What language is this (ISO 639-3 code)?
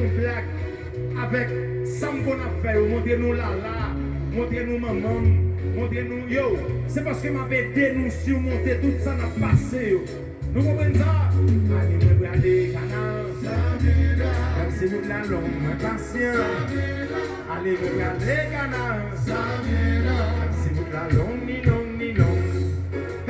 hat